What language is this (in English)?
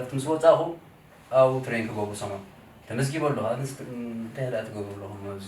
Tigrinya